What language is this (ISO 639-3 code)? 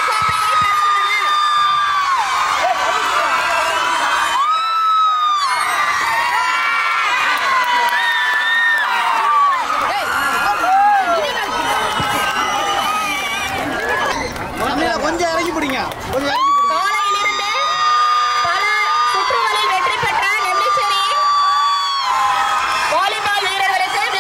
tam